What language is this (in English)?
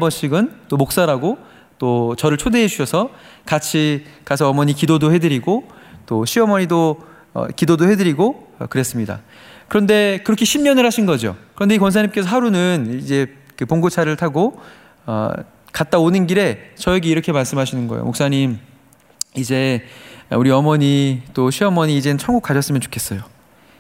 Korean